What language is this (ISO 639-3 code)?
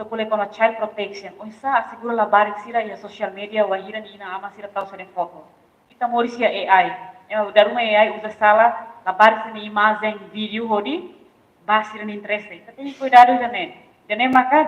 tet